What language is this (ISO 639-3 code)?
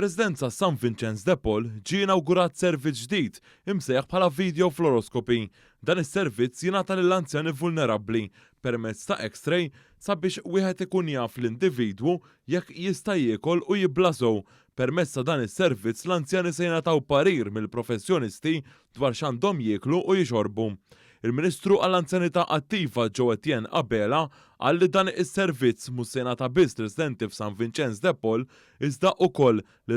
mlt